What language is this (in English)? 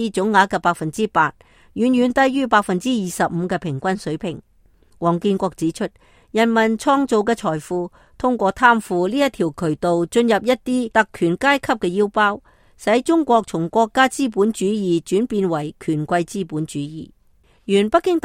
Cantonese